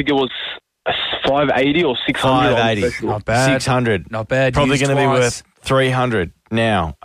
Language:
English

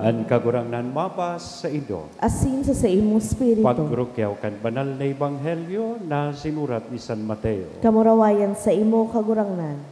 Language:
Bikol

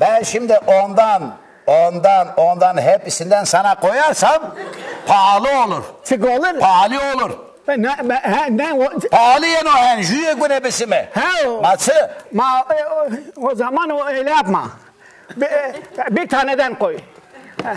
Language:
Zaza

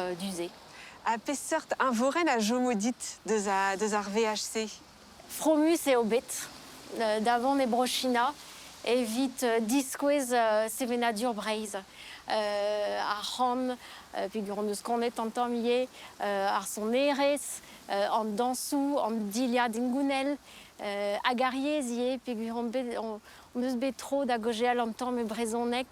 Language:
Breton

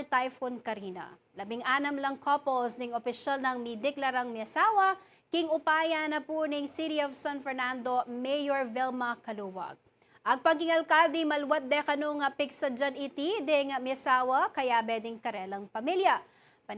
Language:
Pampanga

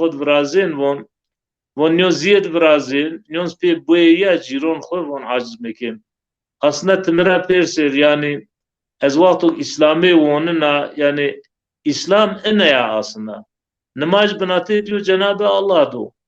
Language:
Zaza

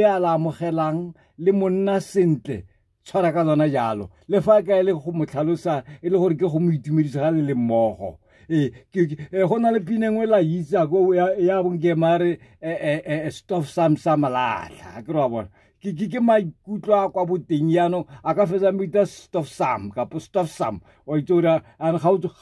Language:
Tswana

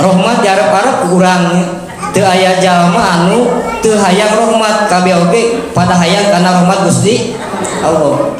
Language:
Sundanese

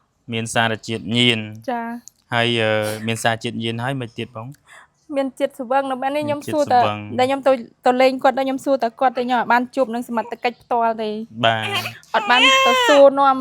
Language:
Khmer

